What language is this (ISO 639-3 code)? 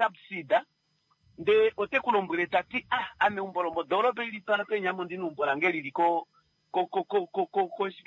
kua